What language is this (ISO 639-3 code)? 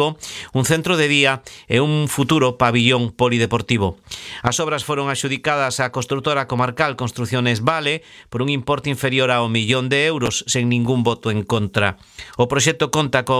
glg